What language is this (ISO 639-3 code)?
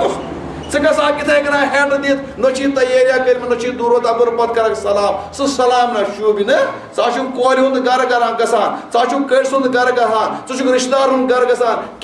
kas